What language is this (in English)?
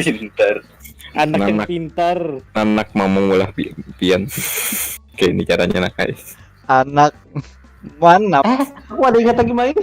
Banjar